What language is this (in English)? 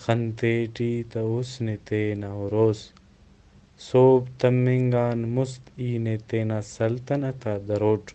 Brahui